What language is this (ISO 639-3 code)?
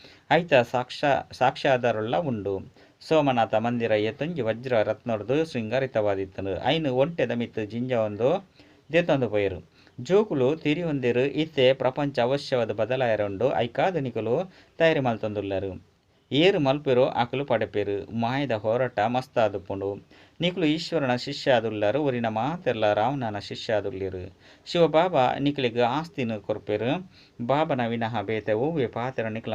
tcy